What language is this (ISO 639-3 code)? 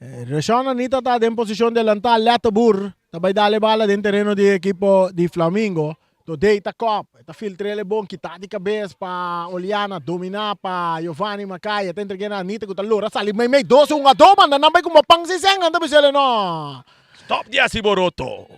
pap